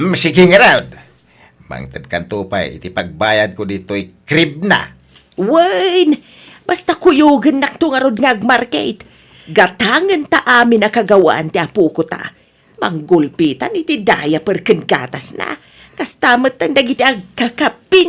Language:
Iloko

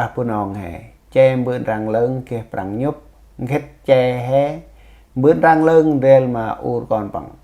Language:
Central Mnong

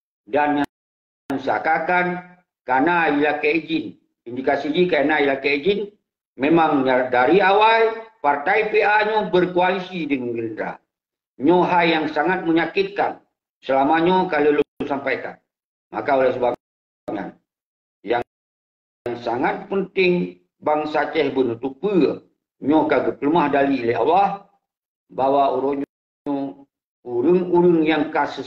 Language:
Achinese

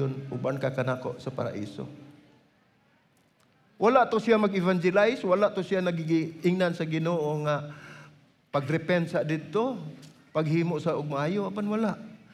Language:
Cebuano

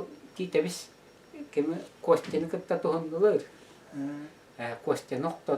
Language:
Yakut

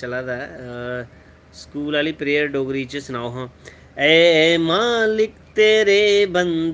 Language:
Dogri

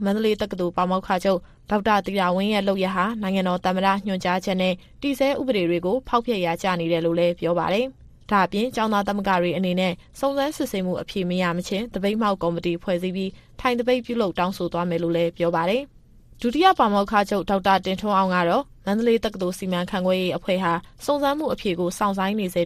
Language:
Burmese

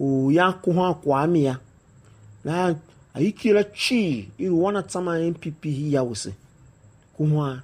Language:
Tiv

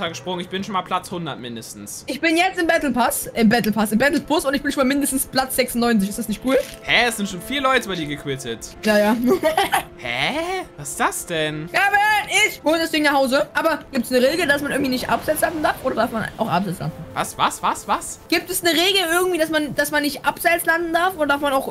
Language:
German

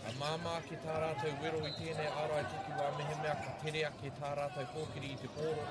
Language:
Māori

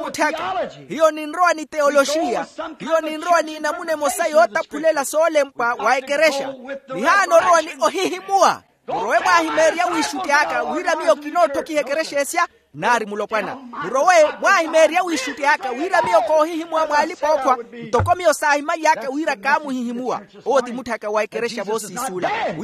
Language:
Makhuwa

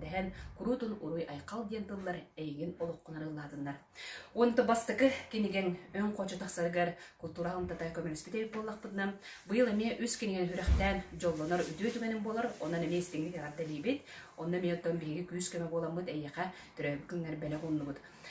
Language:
Yakut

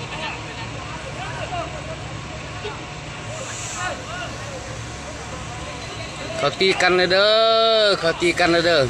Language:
Lao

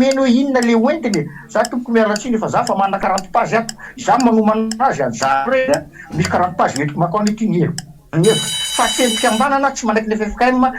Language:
Malagasy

